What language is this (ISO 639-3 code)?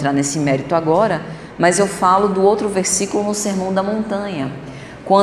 por